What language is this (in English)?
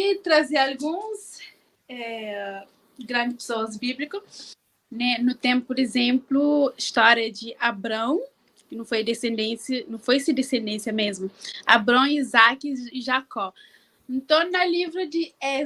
Kabuverdianu